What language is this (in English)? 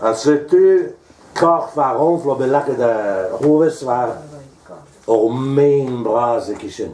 Breton